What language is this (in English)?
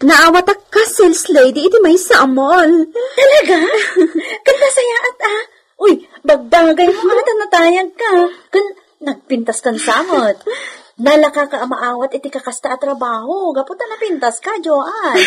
Iloko